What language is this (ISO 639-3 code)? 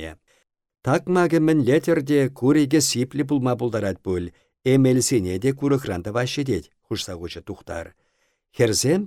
chv